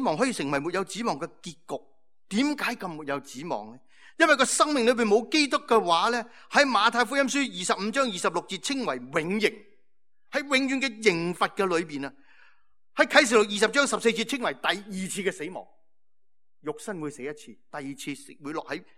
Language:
Cantonese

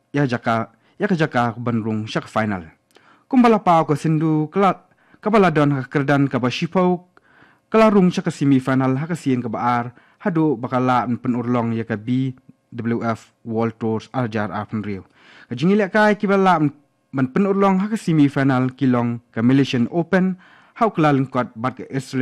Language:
Khasi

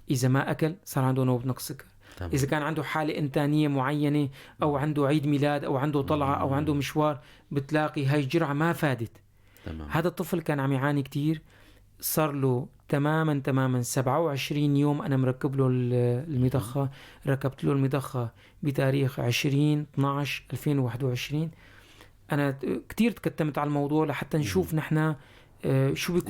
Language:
North Levantine Arabic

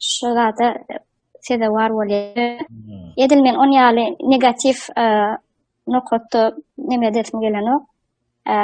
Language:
Turkmen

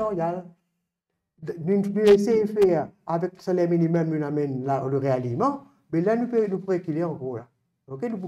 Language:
Morisyen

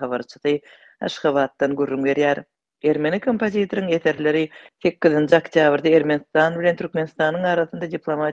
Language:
Turkmen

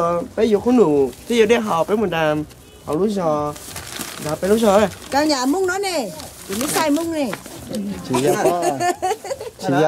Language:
Hmong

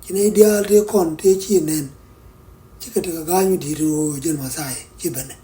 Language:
Nuer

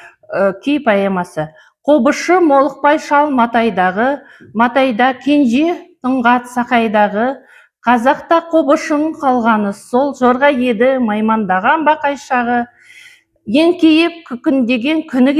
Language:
Kazakh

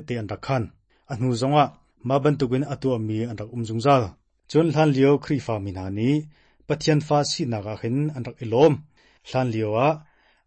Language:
Hakha Chin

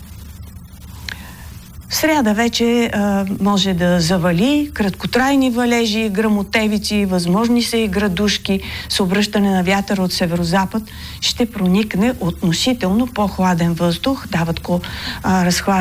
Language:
Bulgarian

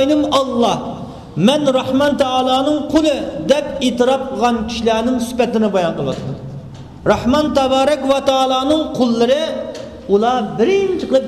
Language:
Uyghur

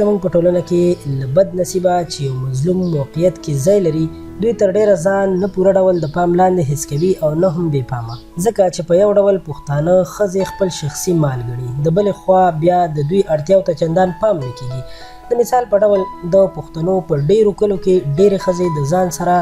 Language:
Pashto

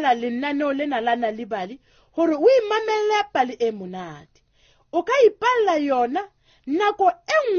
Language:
Southern Sotho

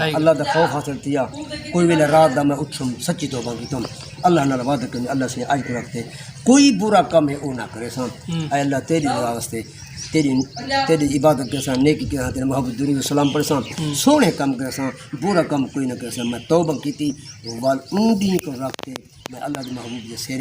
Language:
Saraiki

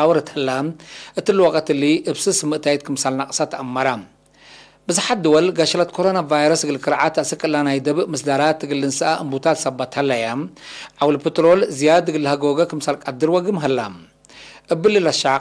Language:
Tigre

